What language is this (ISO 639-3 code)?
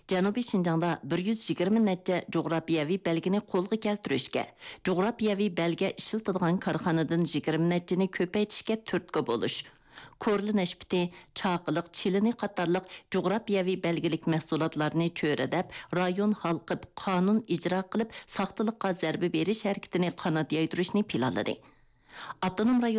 uig